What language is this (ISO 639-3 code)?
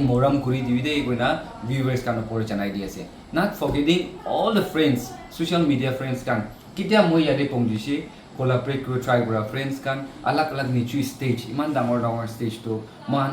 nag